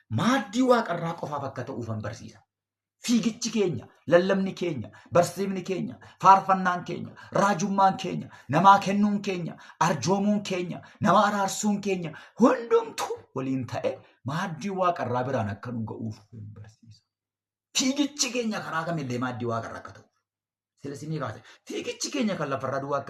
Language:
Oromo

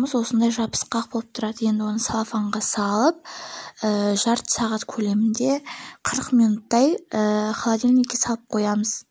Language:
Kazakh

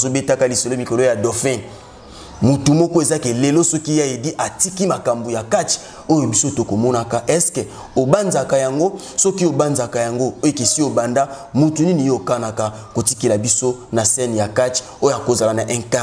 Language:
Lingala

